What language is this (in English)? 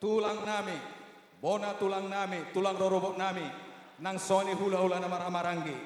Batak Toba